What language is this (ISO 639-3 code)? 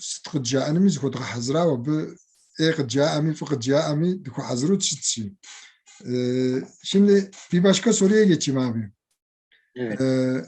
kbd